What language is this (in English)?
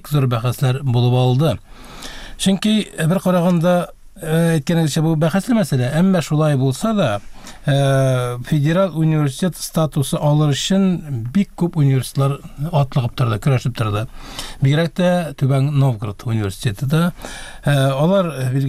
Tatar